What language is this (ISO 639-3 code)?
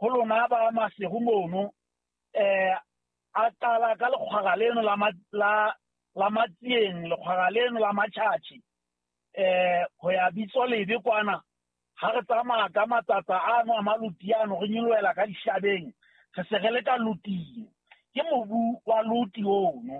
sot